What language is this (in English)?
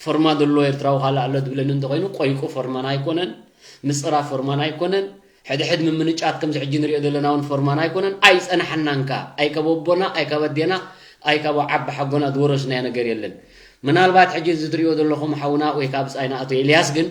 Tigrinya